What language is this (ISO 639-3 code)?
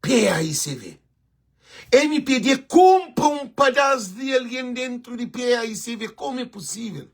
kea